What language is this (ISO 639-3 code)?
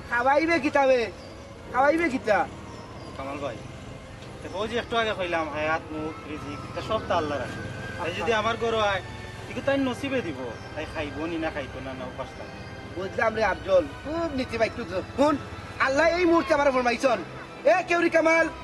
syl